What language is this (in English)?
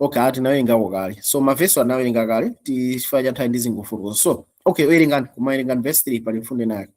Nyanja